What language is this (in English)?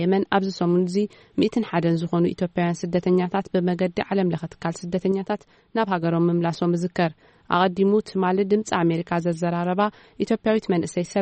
Tigrinya